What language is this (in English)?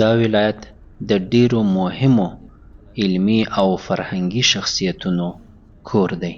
Pashto